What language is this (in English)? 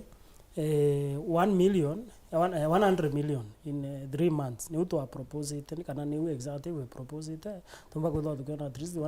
Meru